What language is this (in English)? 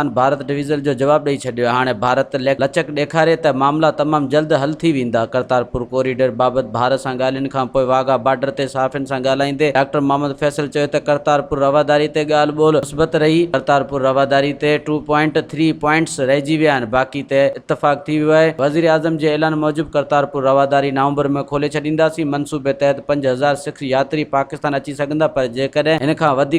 Sindhi